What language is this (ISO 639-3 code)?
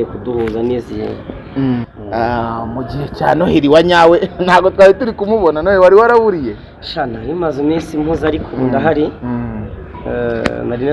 kin